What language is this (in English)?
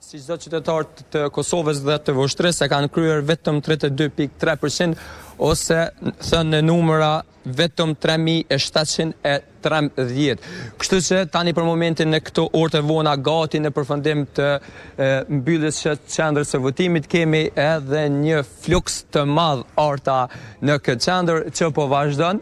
Albanian